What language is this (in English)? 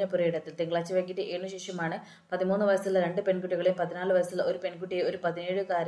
Malayalam